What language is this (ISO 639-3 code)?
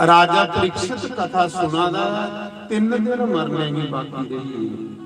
doi